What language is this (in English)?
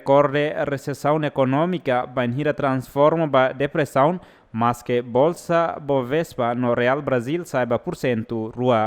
Tetum